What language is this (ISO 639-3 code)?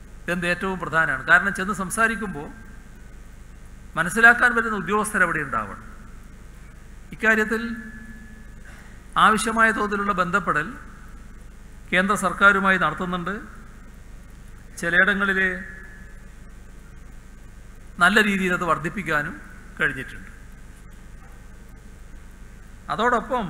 mal